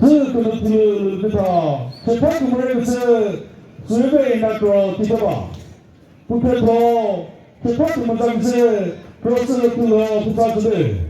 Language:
Chokri Naga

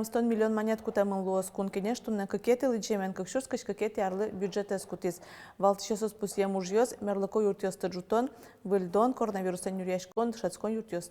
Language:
Udmurt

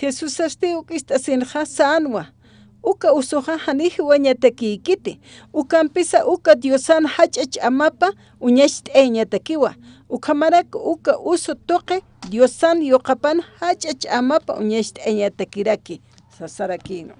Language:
Aymara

